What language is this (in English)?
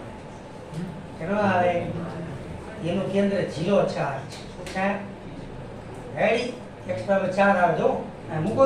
Gujarati